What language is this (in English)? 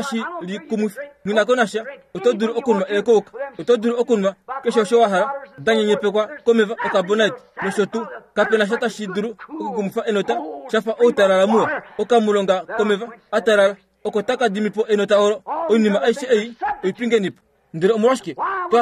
Kuanyama